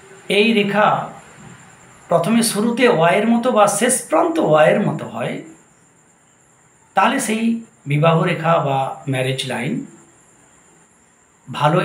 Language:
Bangla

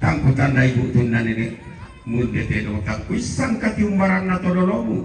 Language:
Toraja-Sa'dan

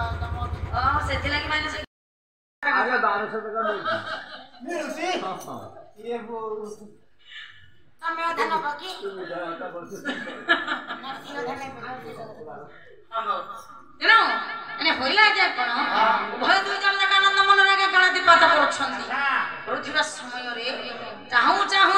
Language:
Odia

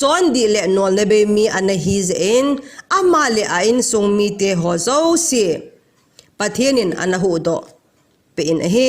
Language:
Thado Chin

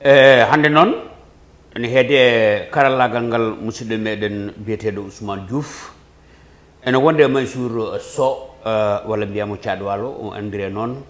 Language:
Fula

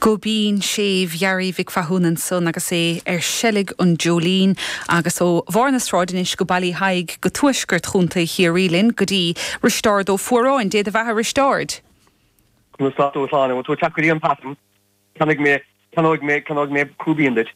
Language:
Irish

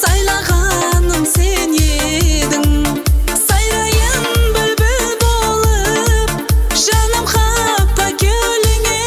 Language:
Kara-Kalpak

